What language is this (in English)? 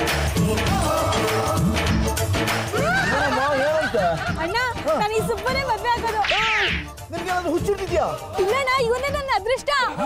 Kannada